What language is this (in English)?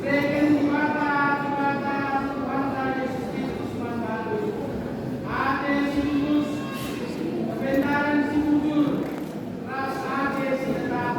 Batak Karo